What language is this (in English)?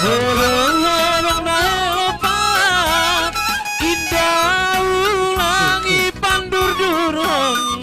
Batak Simalungun